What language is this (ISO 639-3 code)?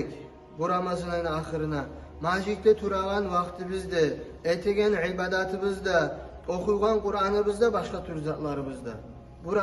kum